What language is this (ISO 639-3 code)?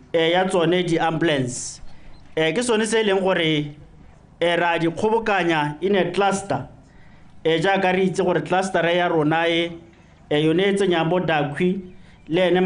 tsn